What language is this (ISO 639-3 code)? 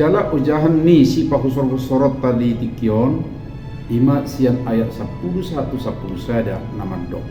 bbc